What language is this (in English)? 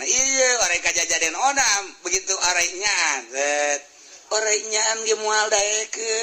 Sundanese